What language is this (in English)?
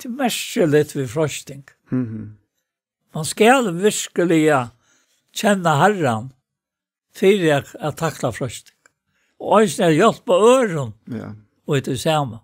Faroese